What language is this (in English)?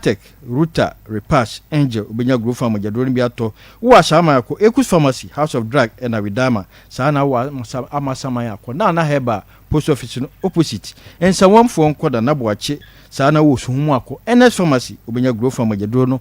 Akan